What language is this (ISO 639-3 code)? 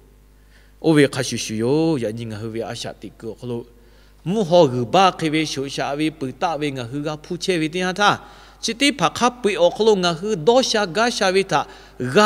lhu